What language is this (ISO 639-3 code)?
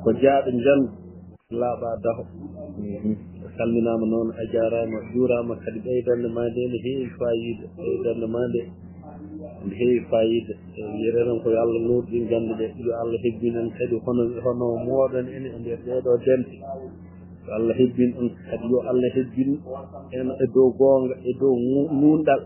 ful